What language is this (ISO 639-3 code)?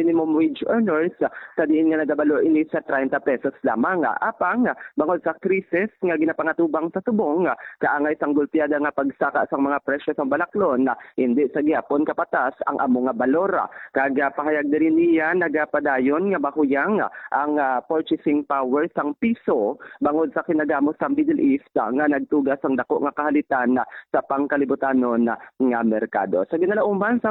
hil